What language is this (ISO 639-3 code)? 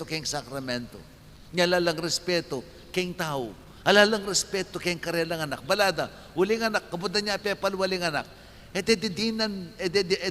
pam